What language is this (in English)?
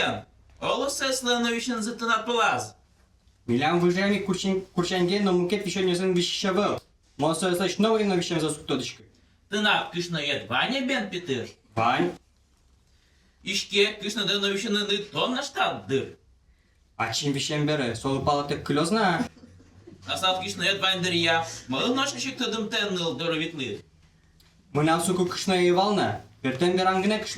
Udmurt